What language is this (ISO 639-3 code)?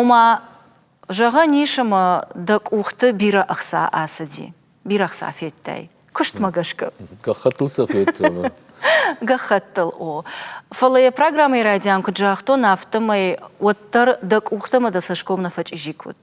oss